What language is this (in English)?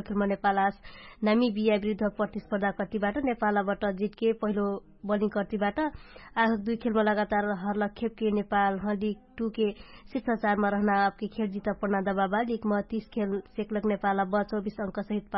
Dangaura Tharu